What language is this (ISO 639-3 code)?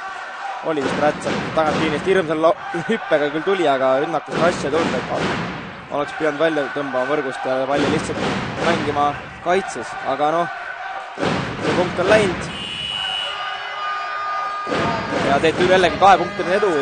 est